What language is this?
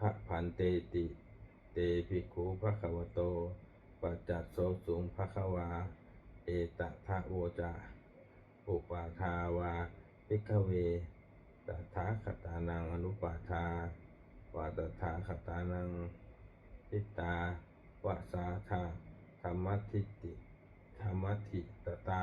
Pali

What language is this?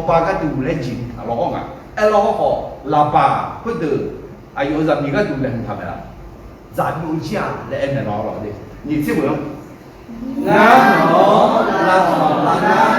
Akha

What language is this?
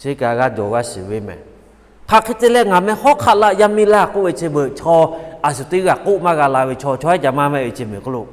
Lahu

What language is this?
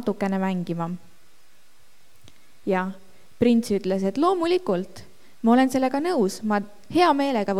Estonian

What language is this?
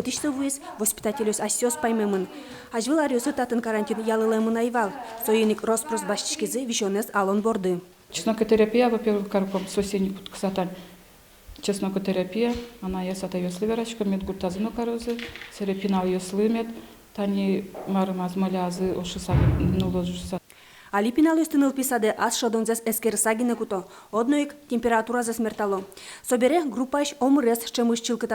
Udmurt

